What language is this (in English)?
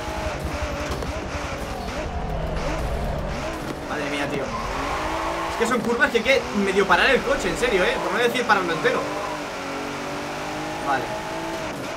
Spanish